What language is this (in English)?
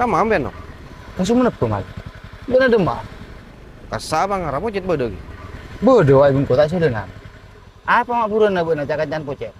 Madurese